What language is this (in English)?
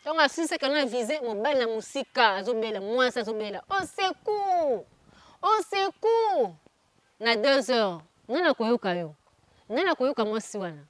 Lingala